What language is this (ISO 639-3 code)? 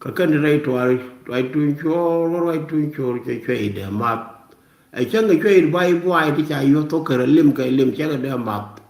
nus